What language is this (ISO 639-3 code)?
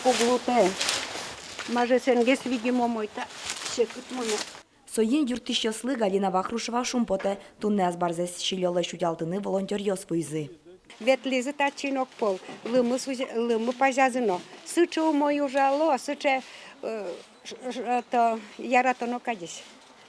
udm